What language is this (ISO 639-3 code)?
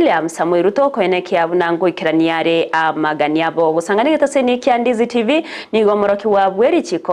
guz